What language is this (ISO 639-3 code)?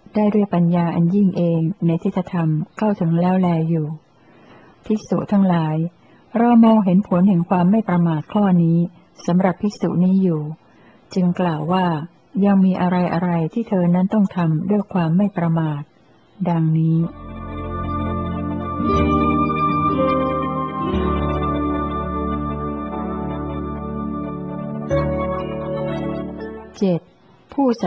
tha